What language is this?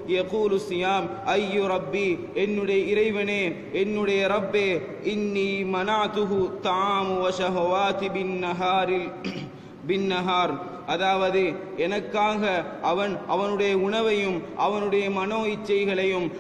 Tamil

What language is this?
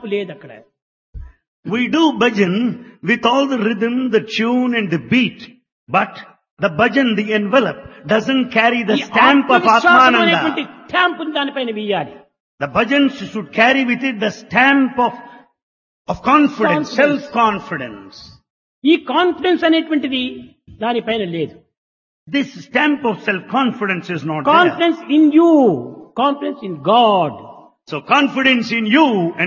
Telugu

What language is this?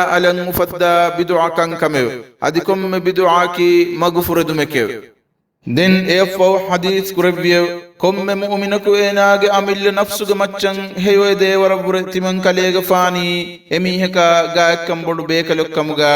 Divehi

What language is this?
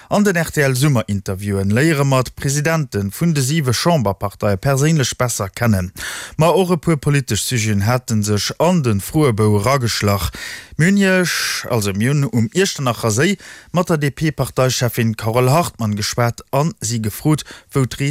Luxembourgish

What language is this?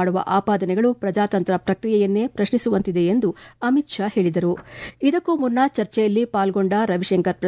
Kannada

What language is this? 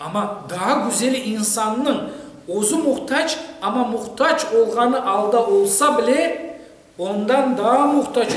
Crimean Tatar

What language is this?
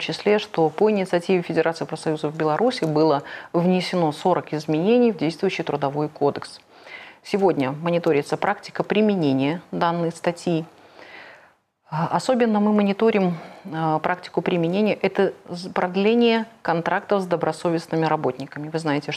Russian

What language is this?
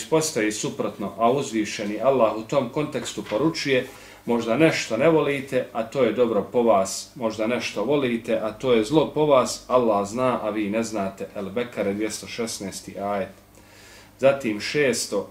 Bosnian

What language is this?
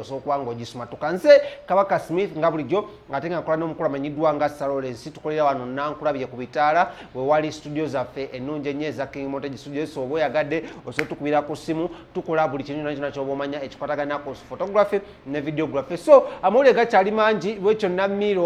Ganda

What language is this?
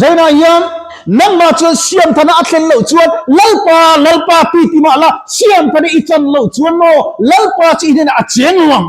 Mizo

